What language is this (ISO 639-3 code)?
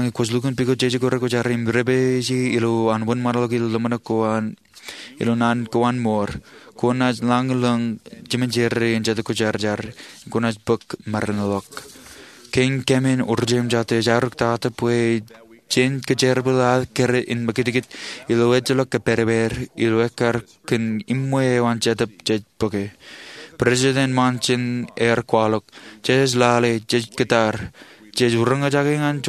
mah